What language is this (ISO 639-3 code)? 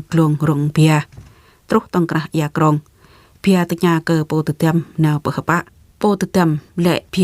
jra